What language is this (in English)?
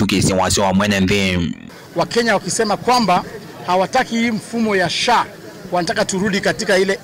Kamba